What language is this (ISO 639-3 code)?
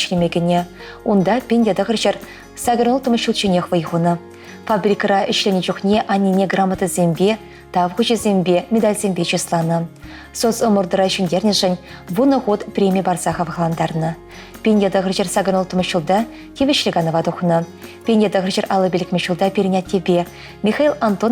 chv